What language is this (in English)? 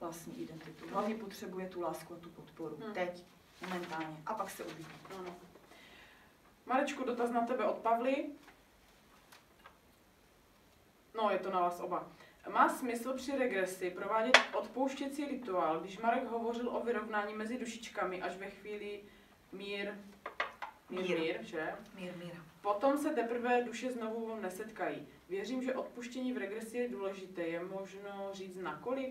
Czech